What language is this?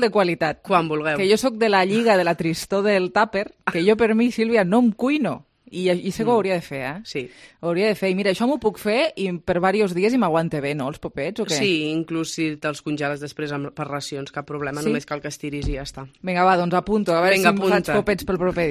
Catalan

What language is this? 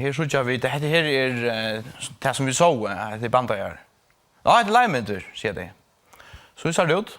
Faroese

